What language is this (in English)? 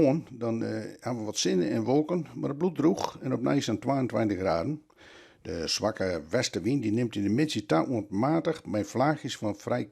Western Frisian